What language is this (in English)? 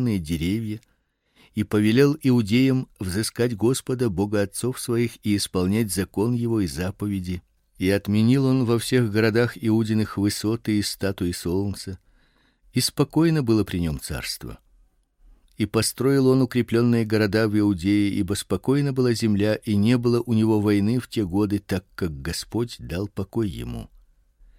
Russian